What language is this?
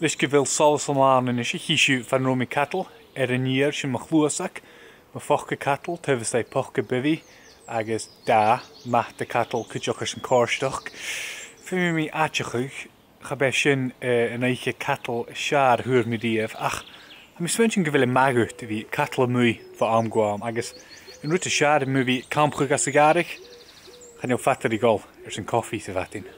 Scottish Gaelic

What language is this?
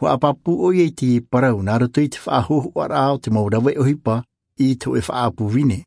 Tahitian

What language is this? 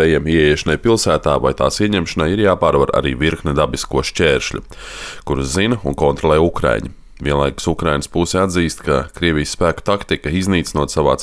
Latvian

